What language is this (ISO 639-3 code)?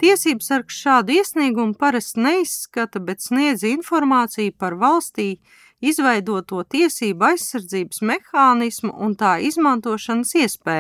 lav